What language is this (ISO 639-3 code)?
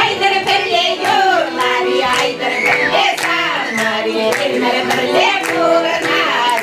chv